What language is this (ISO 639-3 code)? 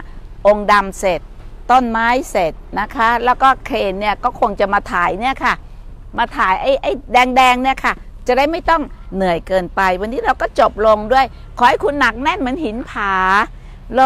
tha